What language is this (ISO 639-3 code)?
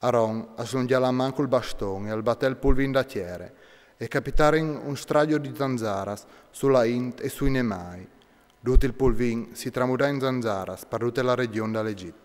fur